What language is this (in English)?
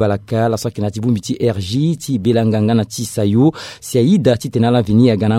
Sango